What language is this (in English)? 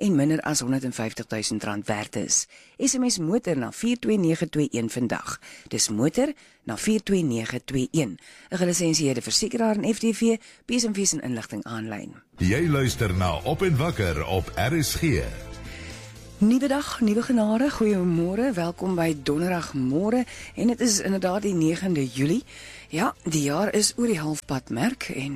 Afrikaans